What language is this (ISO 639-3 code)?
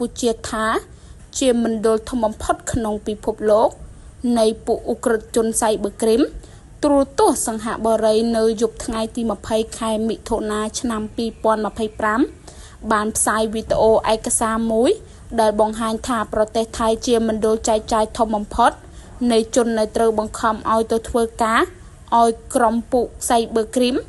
khm